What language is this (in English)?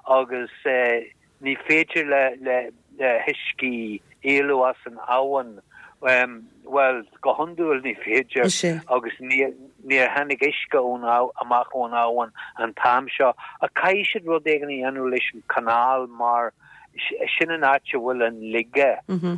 Irish